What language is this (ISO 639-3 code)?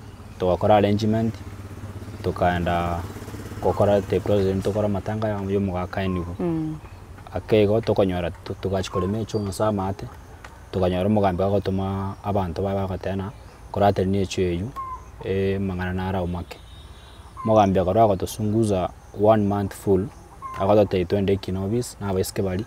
guz